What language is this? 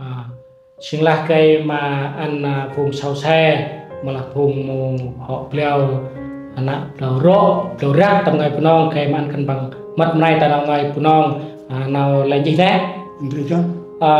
Central Mnong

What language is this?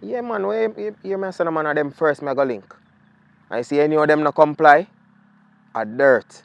Jamaican Creole English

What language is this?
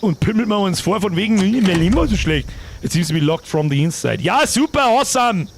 Bavarian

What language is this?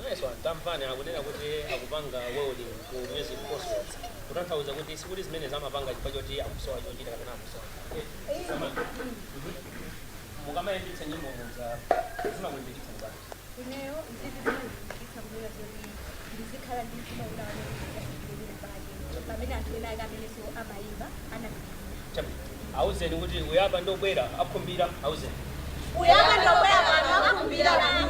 Nyanja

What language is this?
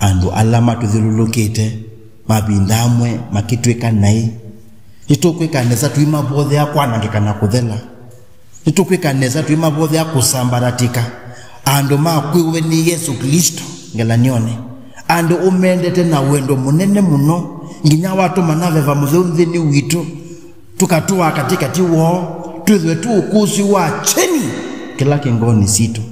Kamba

